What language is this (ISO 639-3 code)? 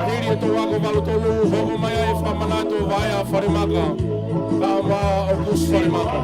ton